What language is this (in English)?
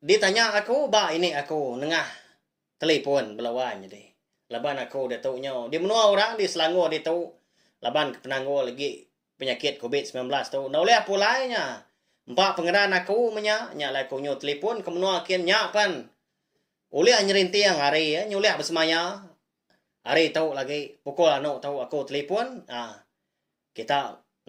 Iban